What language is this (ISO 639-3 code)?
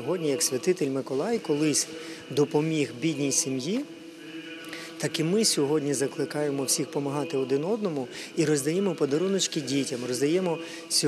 ukr